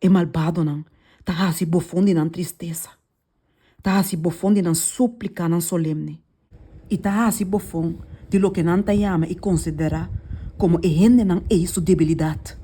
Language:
Papiamento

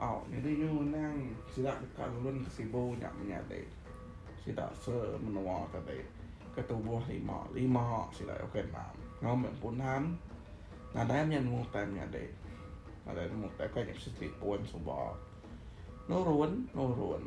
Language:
Iban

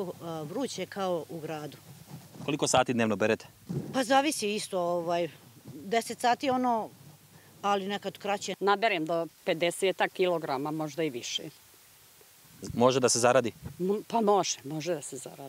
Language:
Serbian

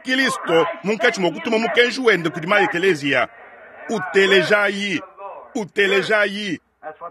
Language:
Luba-Lulua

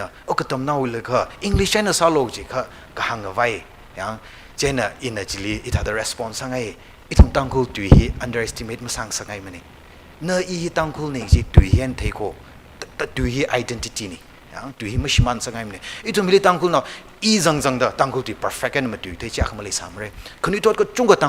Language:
Tangkhul Naga (India)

